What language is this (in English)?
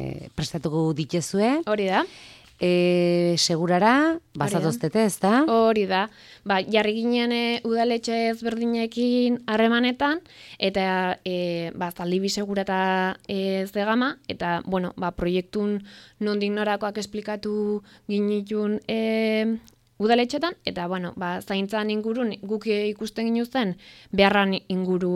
Basque